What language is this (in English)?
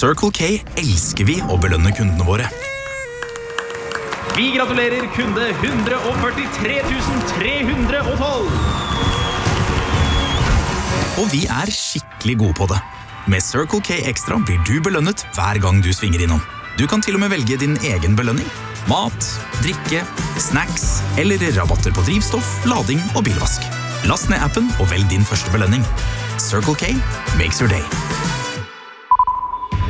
Norwegian